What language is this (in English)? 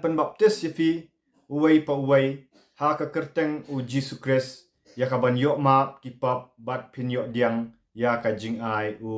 Khasi